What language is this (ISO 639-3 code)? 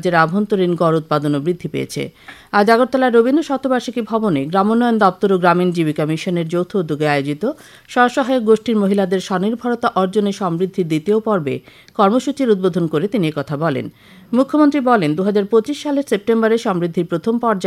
ben